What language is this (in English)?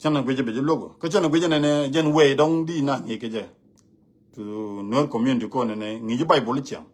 Nuer